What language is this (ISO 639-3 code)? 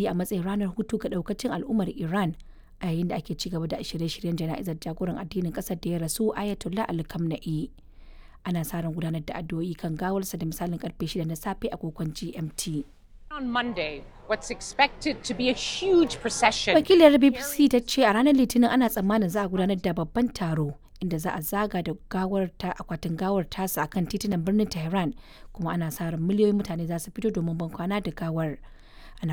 hau